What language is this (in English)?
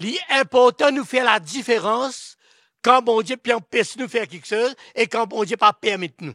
Morisyen